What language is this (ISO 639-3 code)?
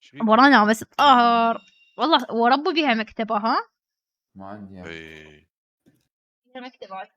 acm